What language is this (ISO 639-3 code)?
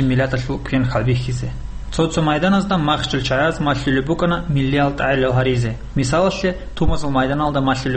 ava